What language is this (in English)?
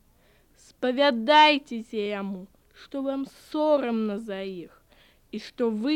Belarusian